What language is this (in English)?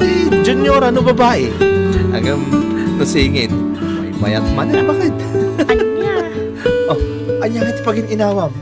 Iloko